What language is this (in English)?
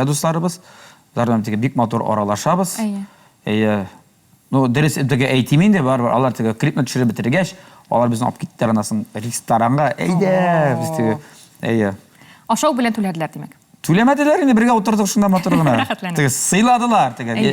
Tatar